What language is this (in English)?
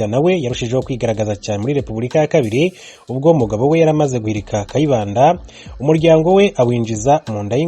Kinyarwanda